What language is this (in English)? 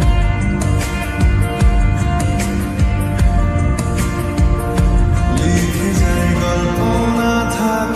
Bangla